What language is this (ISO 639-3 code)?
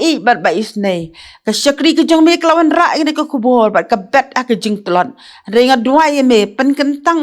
kha